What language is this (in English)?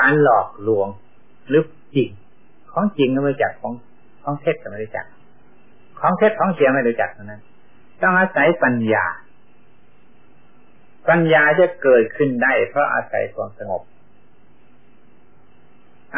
Thai